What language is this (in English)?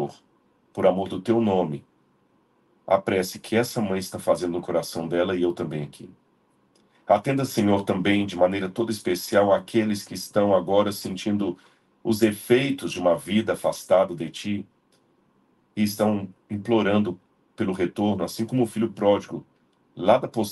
Portuguese